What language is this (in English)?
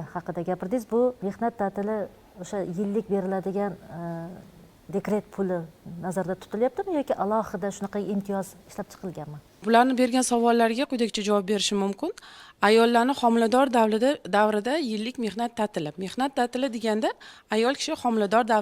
Uzbek